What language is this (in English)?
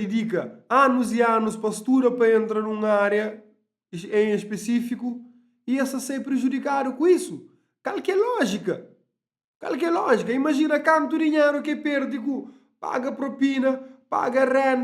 Kabuverdianu